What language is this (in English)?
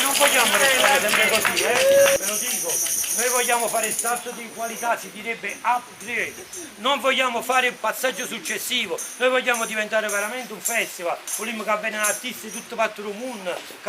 Neapolitan